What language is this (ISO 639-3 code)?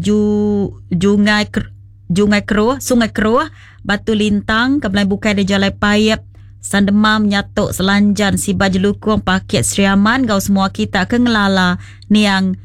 iba